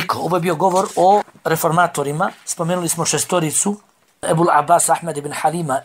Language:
Bosnian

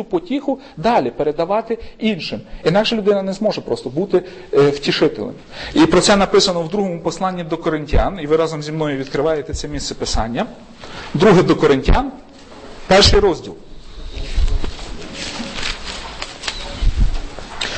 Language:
Ukrainian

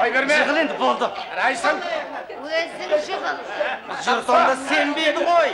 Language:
Kazakh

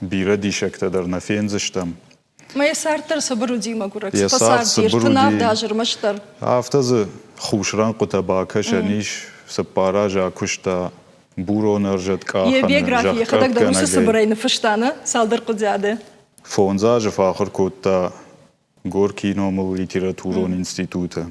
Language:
Ossetic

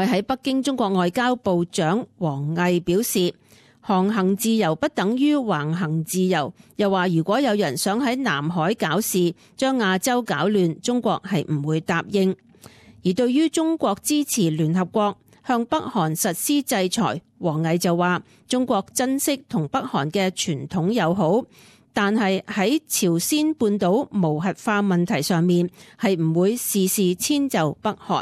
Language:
Cantonese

